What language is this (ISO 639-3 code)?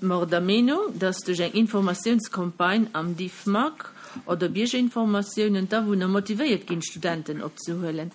ltz